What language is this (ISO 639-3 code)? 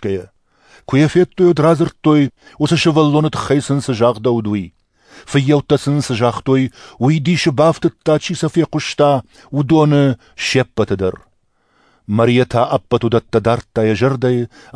oss